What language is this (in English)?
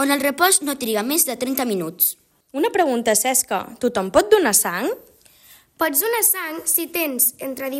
Catalan